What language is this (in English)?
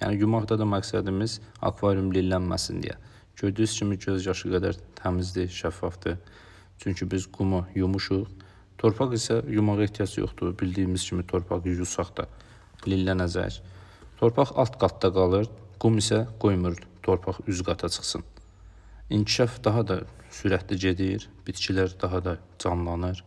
Azerbaijani